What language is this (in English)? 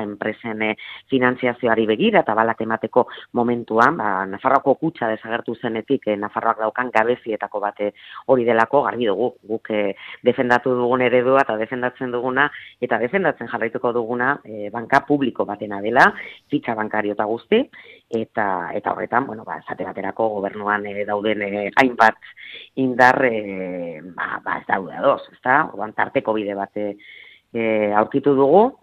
Basque